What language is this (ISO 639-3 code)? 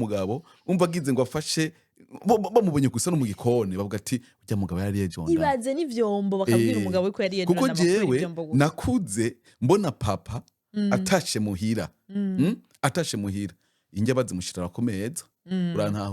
run